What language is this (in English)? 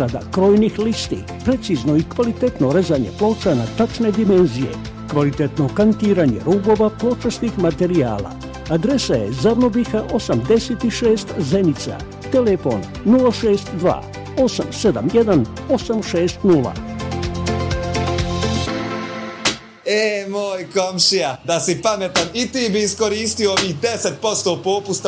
Bosnian